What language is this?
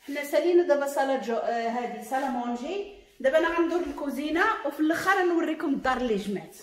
Moroccan Arabic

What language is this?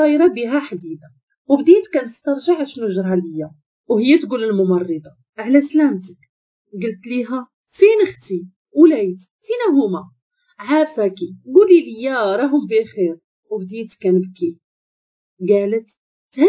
Moroccan Arabic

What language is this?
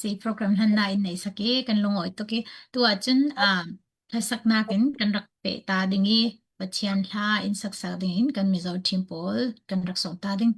Hakha Chin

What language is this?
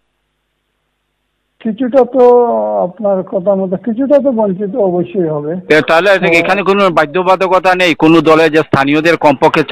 Bangla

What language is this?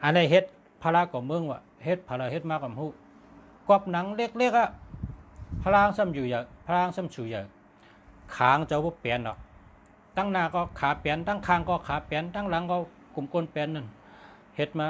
Shan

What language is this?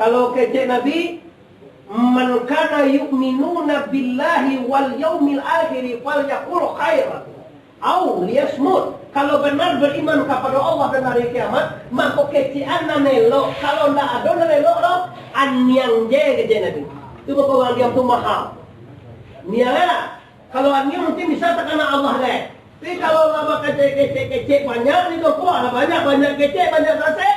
Minangkabau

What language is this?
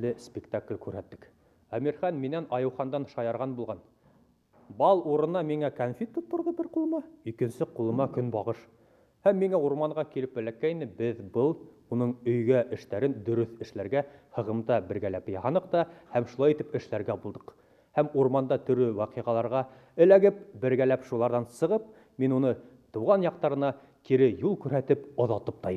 Bashkir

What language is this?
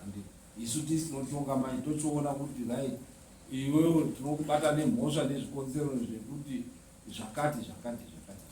Shona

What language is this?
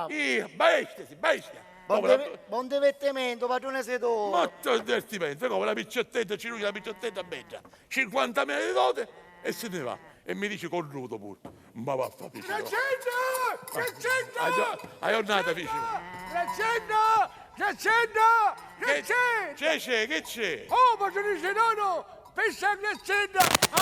Sicilian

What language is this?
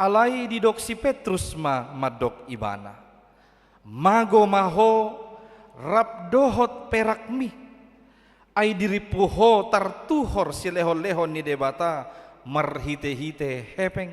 Batak Toba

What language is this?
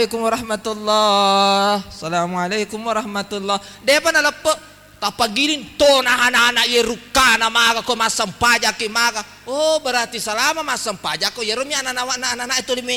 Buginese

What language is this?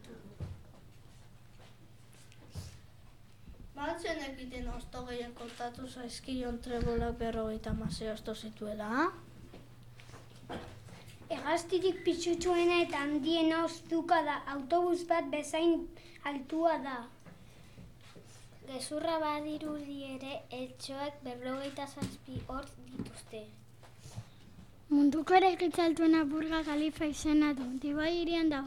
Basque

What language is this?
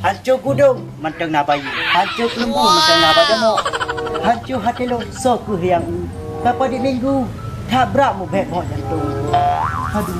Achinese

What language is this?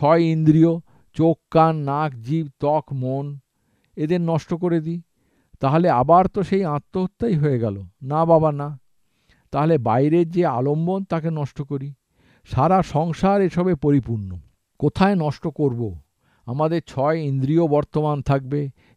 Bangla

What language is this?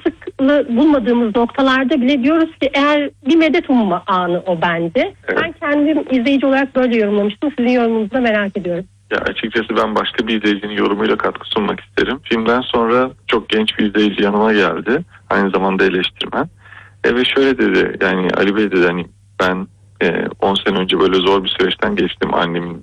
Turkish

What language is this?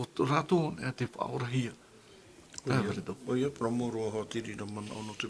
Tahitian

